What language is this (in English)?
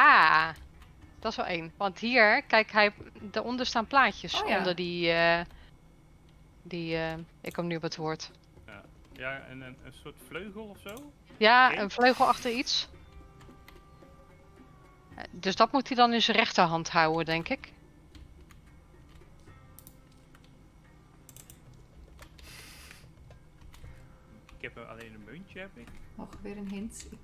Dutch